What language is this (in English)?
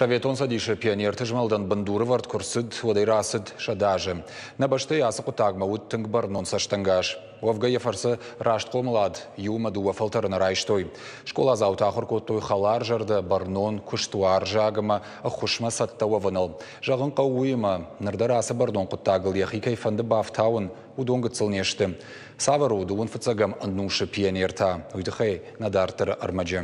Ossetic